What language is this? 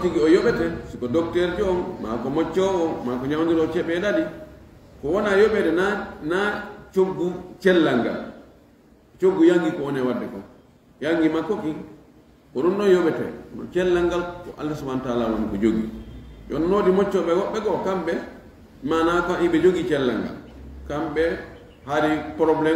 Fula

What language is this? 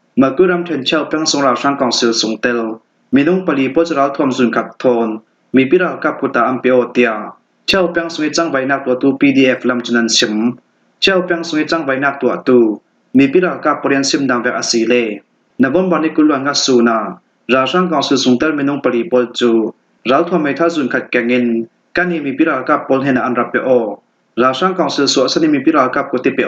Falam Chin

